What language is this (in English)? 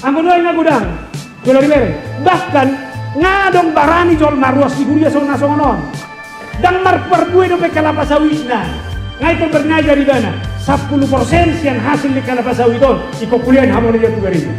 Batak Toba